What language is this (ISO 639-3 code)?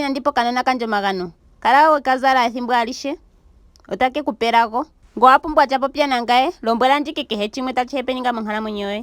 ndo